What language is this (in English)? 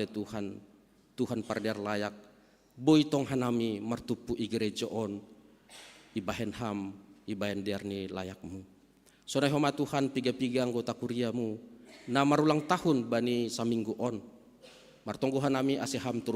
Batak Simalungun